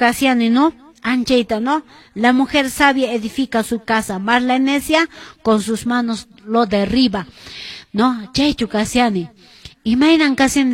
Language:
Quechua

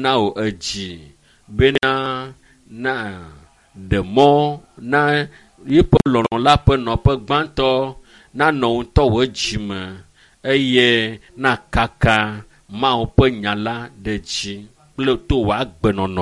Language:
Ewe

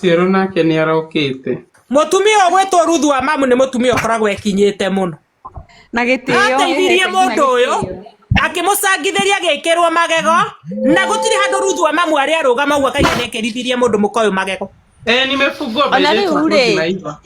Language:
Kikuyu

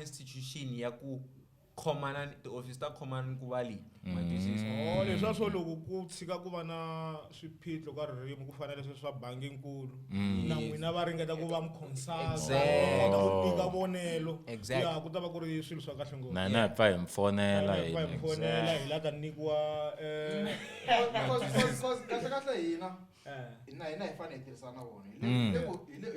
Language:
Tsonga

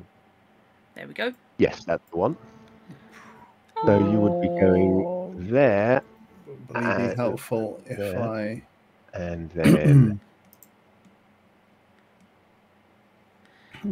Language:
English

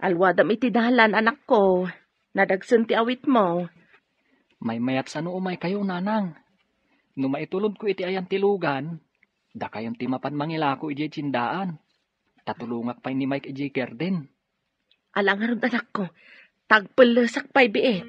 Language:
Iloko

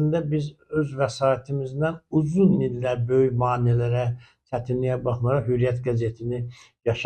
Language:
Azerbaijani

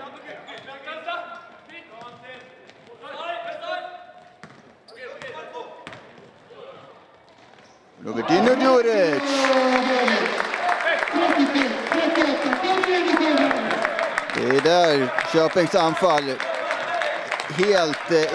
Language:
Swedish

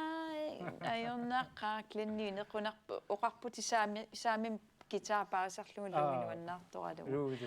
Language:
Kalaallisut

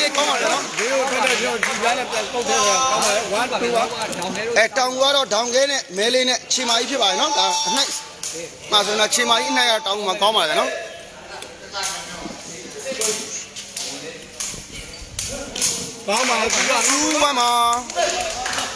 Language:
Burmese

